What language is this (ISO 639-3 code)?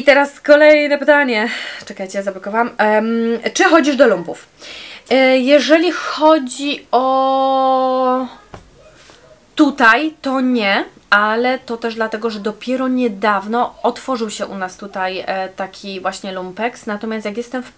pol